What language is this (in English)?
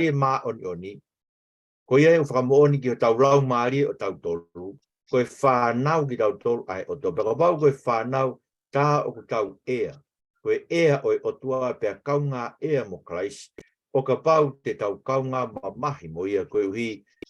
Tongan